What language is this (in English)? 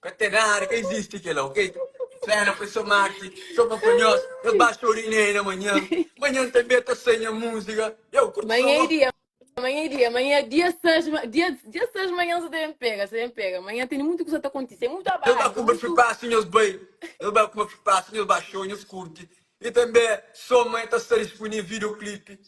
Kabuverdianu